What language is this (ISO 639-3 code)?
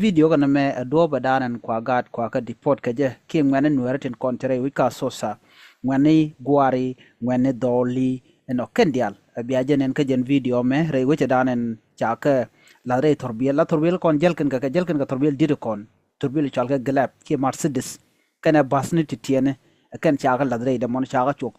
nus